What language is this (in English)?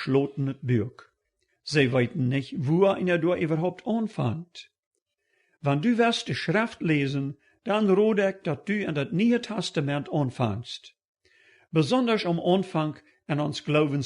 Plautdietsch